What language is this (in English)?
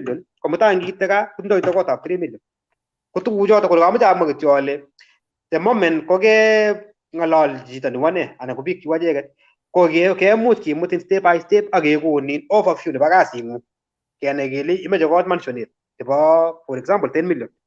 Kalenjin